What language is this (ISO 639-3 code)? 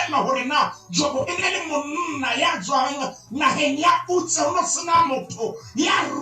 sot